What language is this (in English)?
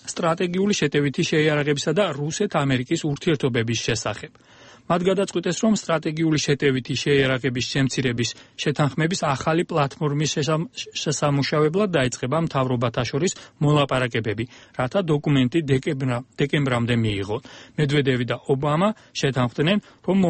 Georgian